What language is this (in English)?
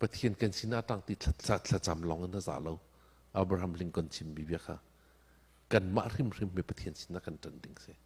Hakha Chin